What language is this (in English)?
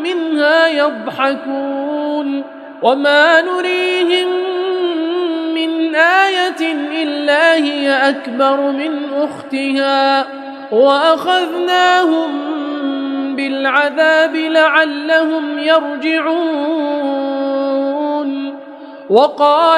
Arabic